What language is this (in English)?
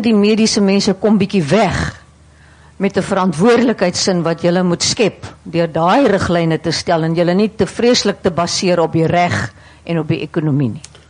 Afrikaans